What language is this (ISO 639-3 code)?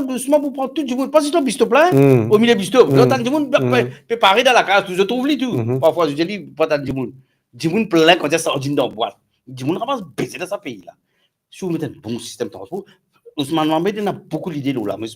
mfe